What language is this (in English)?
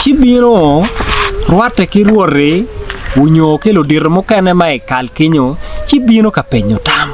Acoli